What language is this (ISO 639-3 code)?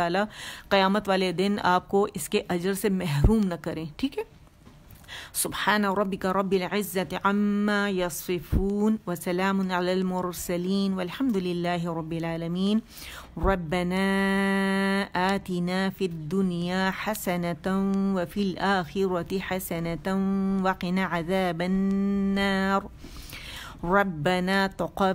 urd